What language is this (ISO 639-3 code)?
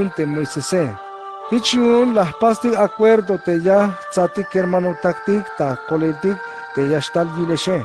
tzh